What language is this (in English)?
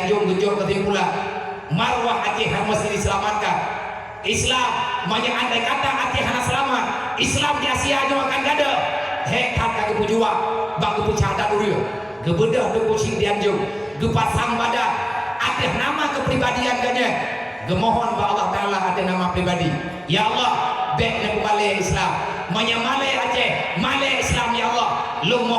Achinese